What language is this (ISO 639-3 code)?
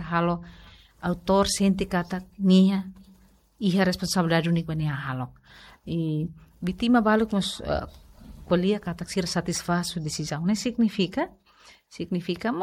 tet